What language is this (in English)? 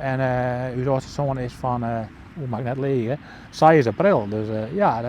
Western Frisian